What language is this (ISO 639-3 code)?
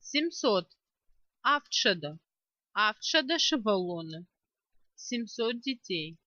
oss